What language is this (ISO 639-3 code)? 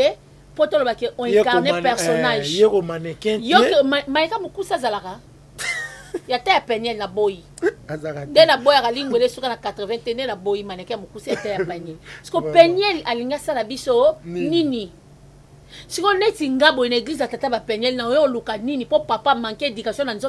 lin